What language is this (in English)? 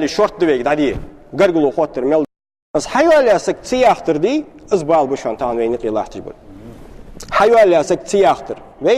Ingush